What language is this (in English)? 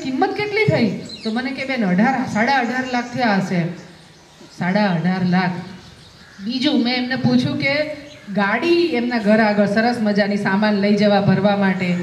Gujarati